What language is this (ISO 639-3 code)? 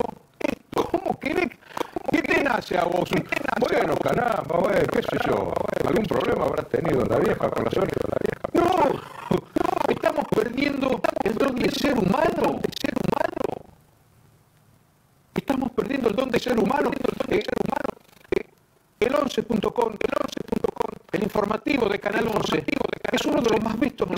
spa